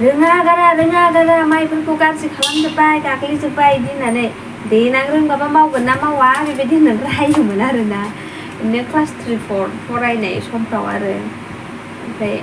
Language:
Bodo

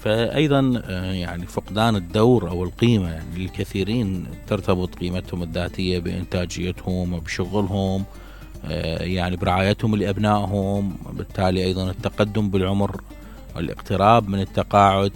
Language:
Mesopotamian Arabic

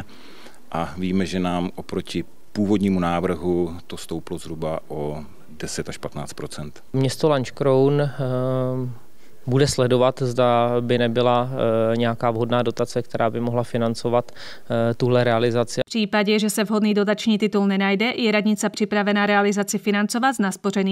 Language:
Czech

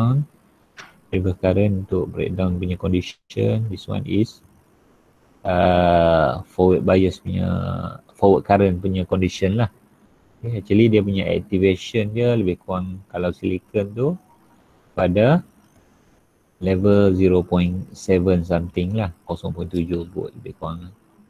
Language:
Malay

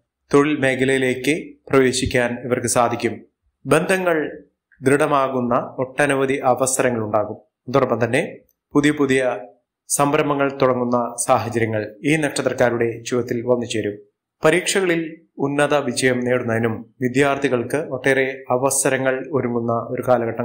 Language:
Malayalam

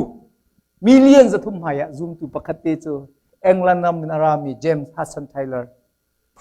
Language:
Hakha Chin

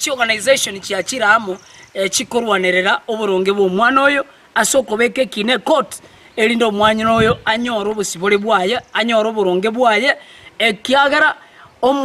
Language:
Gusii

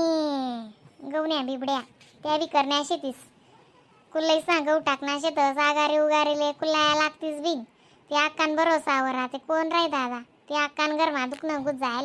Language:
Khandesi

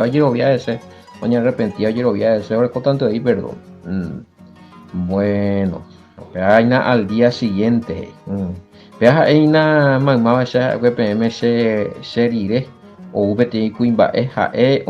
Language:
Guarani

